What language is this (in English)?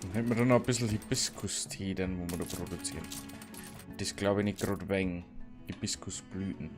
Bavarian